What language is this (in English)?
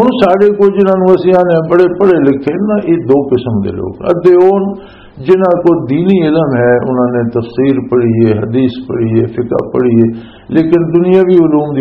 Western Panjabi